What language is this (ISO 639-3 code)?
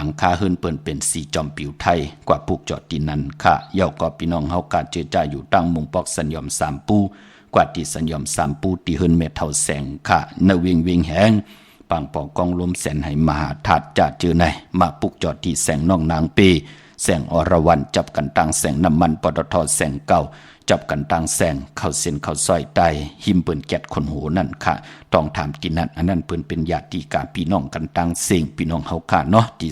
shn